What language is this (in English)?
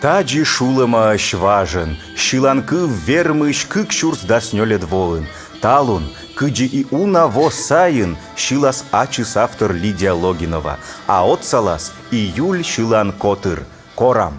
Komi